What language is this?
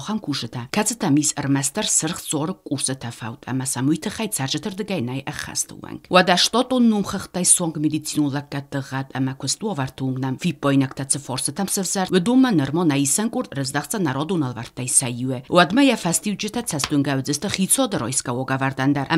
Ossetic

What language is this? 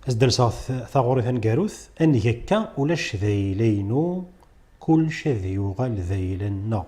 Kabyle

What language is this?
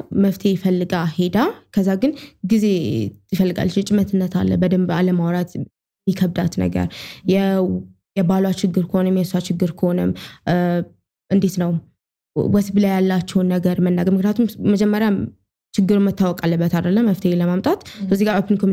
Amharic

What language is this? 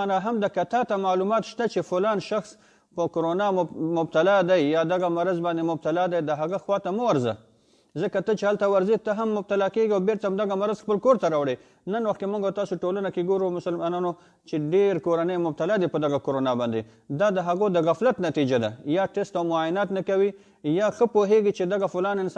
Pashto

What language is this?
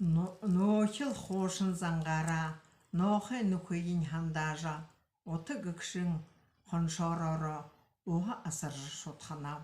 Buriat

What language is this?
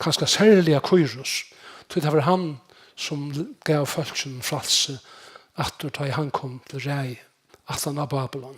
Faroese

